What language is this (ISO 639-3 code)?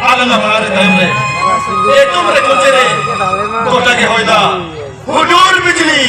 sat